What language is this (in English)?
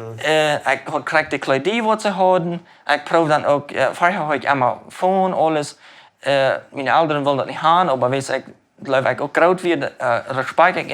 Plautdietsch